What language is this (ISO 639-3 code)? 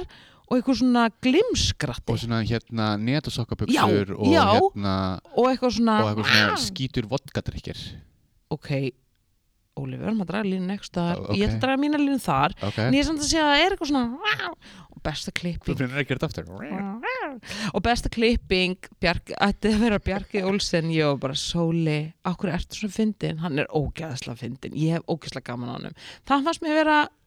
isl